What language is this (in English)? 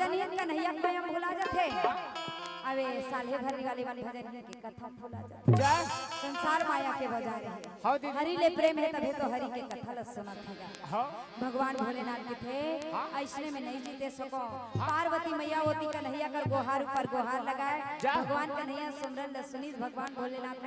Chhattisgarhi